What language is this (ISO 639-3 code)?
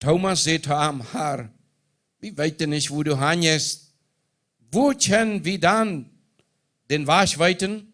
pdt